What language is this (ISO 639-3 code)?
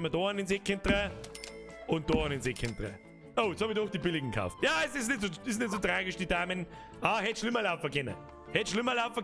bar